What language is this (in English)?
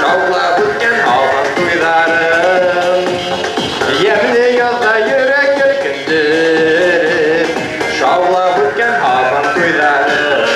Bashkir